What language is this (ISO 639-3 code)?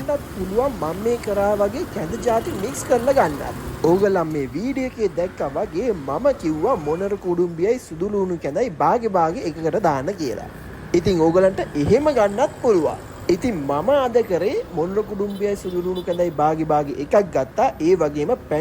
sin